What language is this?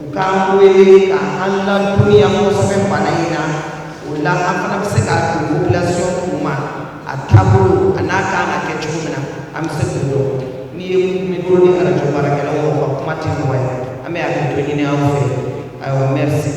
Bambara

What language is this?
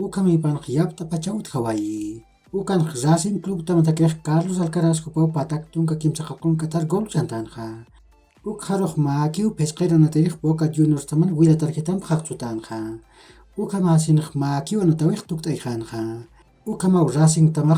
Aymara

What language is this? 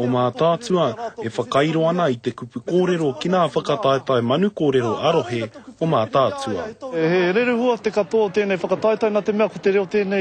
Māori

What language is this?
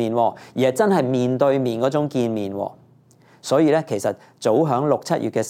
Cantonese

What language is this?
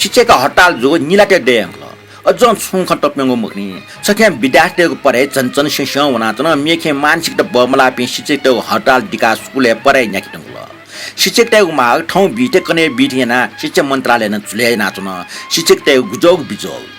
Newari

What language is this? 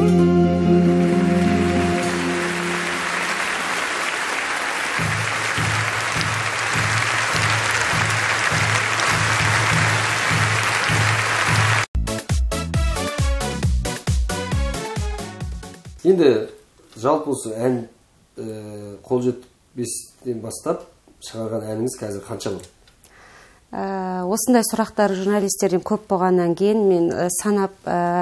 Kazakh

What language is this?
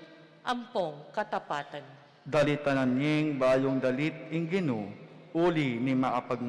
Pampanga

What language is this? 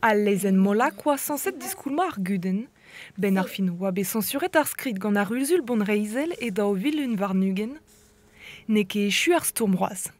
Breton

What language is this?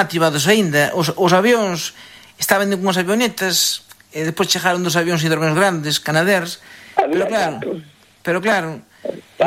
Galician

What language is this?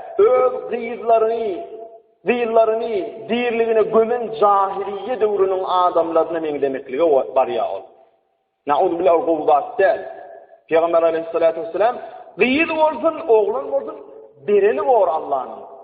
Turkmen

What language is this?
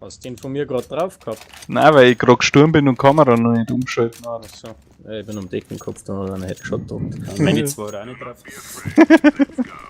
Bavarian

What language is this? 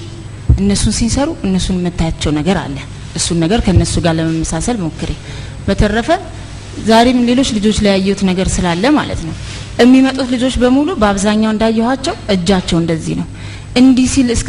Amharic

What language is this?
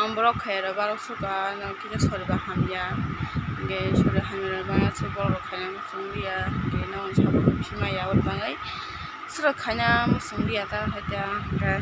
Kok Borok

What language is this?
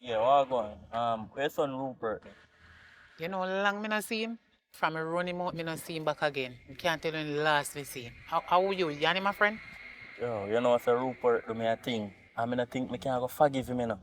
Jamaican Creole English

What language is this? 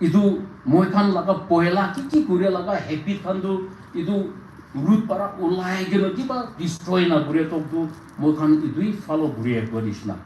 Naga Pidgin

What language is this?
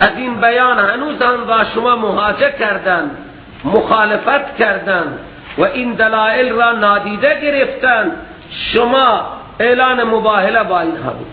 Persian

